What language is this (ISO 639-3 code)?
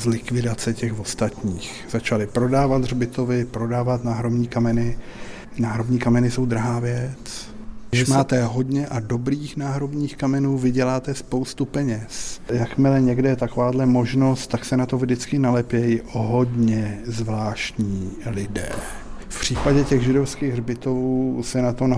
ces